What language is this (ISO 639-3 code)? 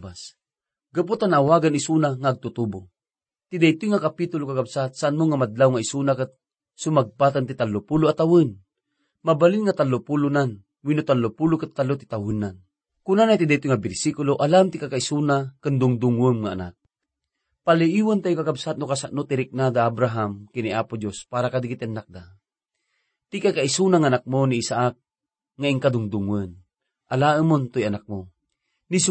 ilo